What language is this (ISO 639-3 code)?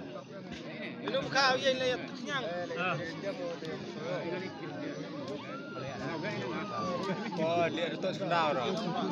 msa